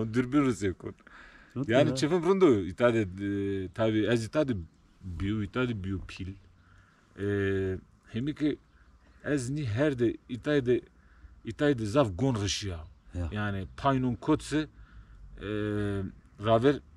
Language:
Zaza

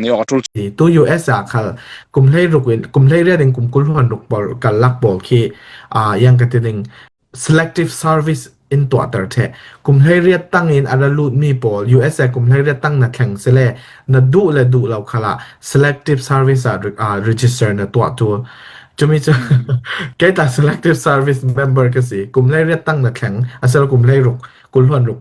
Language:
Falam Chin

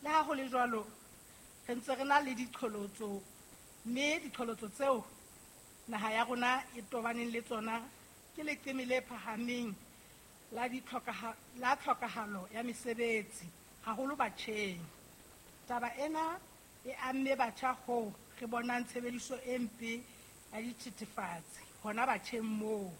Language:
Southern Sotho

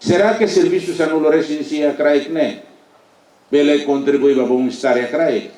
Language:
Tetum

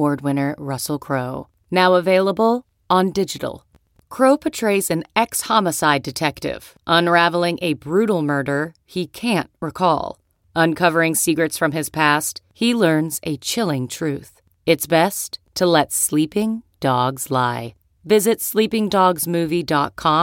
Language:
English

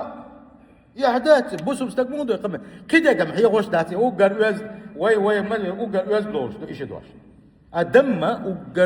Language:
Chechen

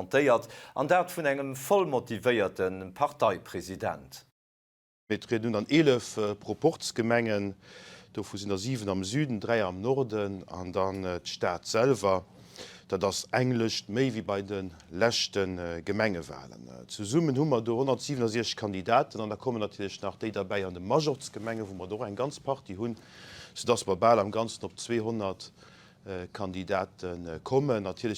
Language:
Luxembourgish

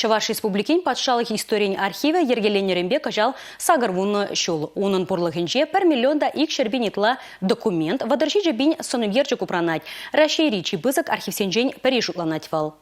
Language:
Chuvash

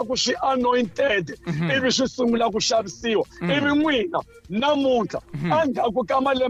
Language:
Tsonga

